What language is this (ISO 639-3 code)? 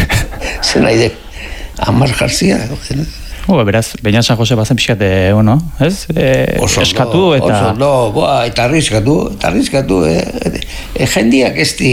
eus